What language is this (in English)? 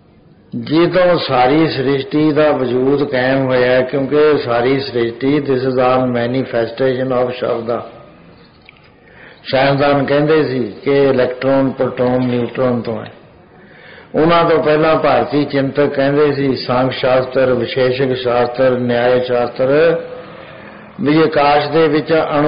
Punjabi